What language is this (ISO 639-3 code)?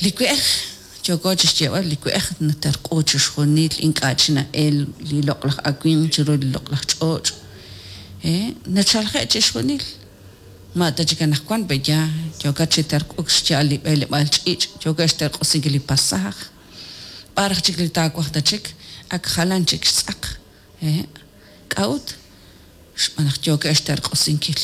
kek